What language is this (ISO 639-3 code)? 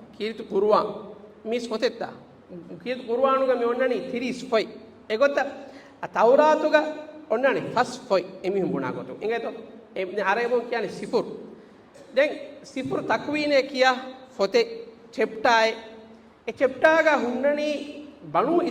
div